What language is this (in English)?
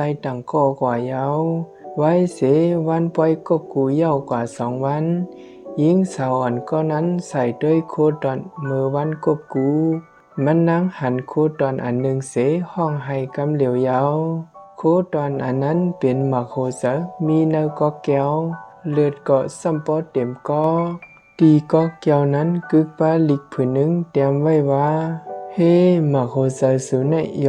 Shan